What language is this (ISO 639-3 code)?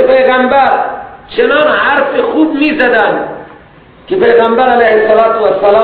fas